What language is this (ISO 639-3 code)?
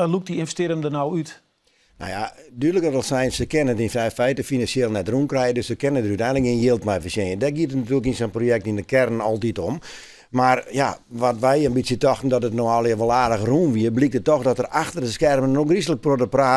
fry